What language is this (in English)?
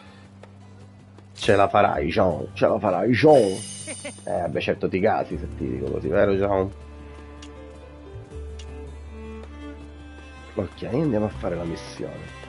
Italian